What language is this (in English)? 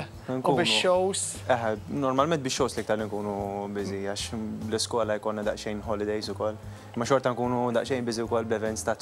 Maltese